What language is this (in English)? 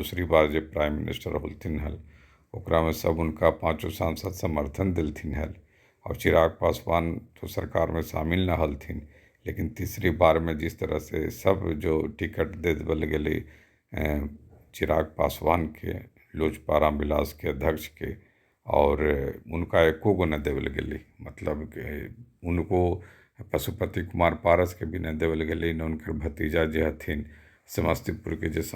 Magahi